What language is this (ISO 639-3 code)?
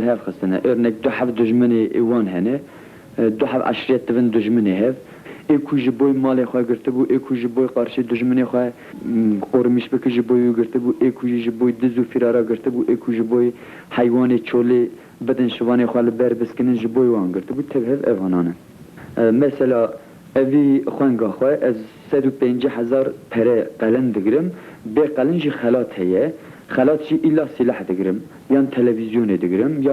kur